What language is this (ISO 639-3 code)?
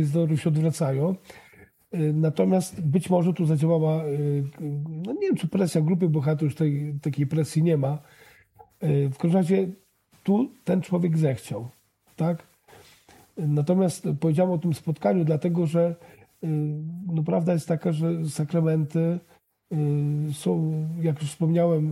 pol